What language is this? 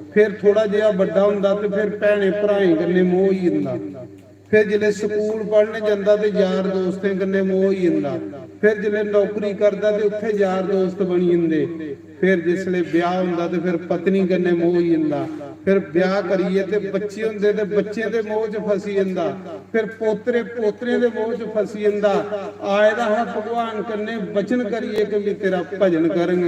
Dogri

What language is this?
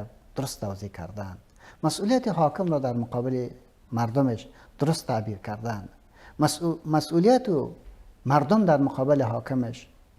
Persian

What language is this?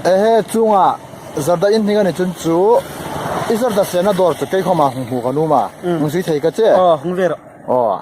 Hmar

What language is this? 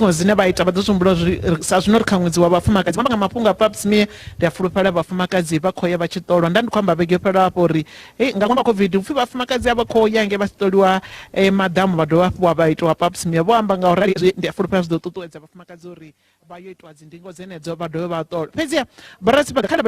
Venda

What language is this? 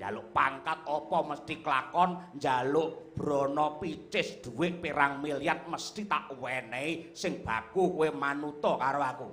Javanese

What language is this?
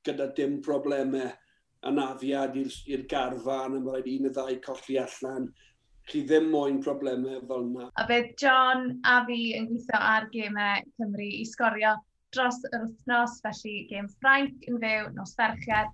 Welsh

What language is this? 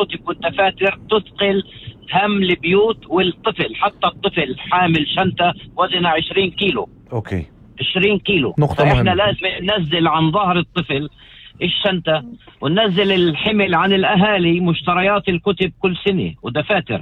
North Levantine Arabic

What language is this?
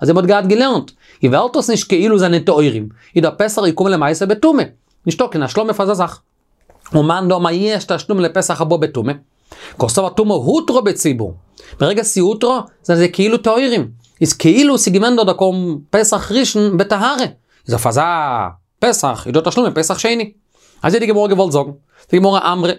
Yiddish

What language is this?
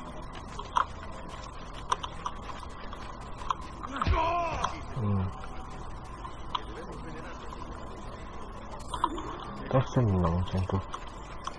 Malay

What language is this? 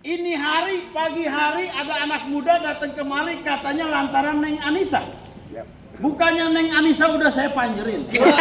Betawi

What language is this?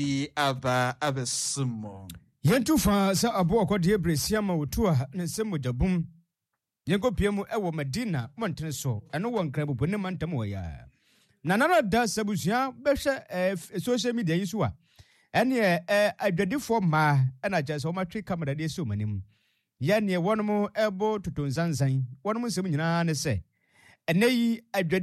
Akan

